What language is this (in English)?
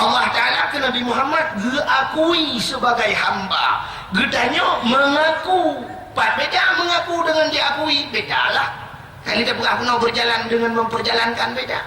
Achinese